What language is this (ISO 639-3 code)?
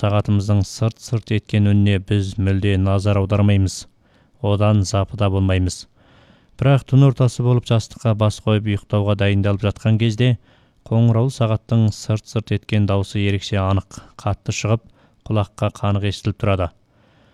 kaz